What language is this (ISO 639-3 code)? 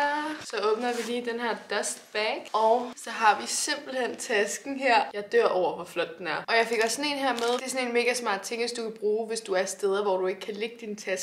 dan